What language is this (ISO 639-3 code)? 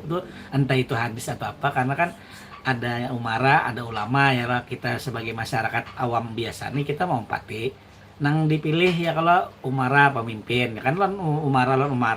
bjn